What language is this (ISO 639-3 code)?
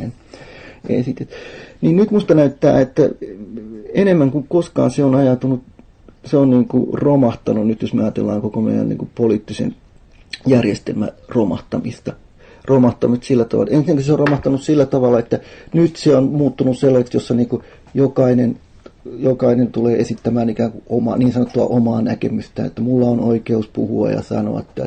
fin